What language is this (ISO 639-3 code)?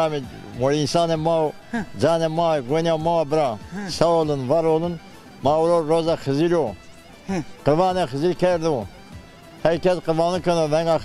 zza